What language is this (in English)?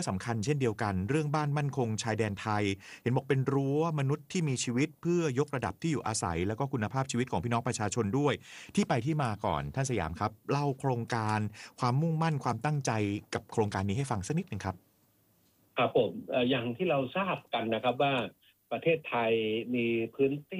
Thai